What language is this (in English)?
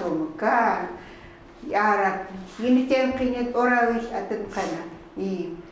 Chukot